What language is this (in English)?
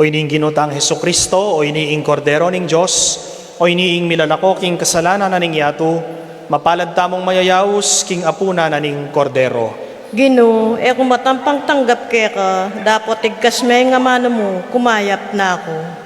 Pampanga